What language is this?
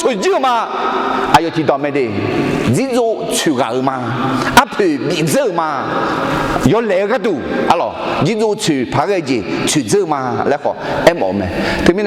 Akha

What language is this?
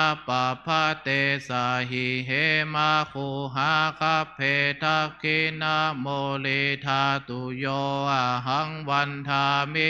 Pali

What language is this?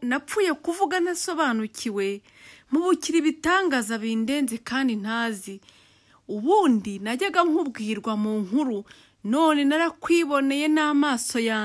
Kinyarwanda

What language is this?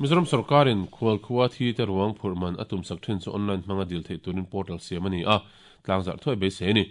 Mizo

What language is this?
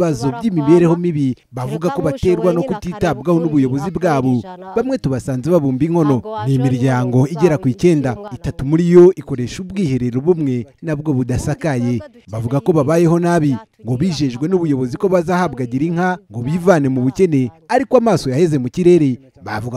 Kinyarwanda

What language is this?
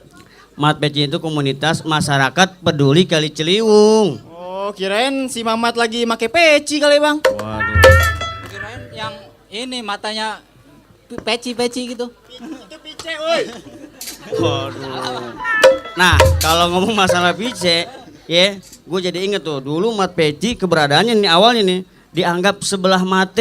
Betawi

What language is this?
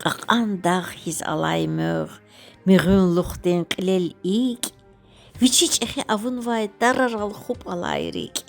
Lezghian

